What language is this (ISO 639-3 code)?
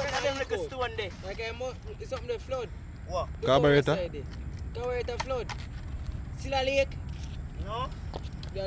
jam